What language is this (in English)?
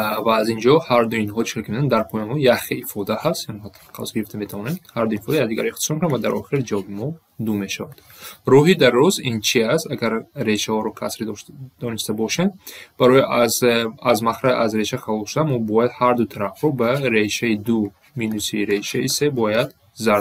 Tajik